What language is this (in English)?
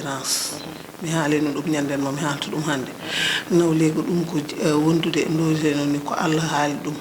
Fula